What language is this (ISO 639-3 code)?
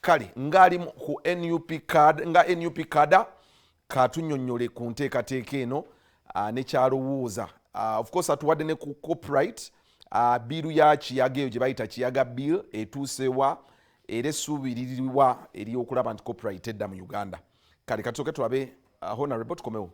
lug